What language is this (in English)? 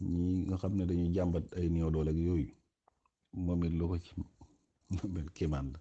Wolof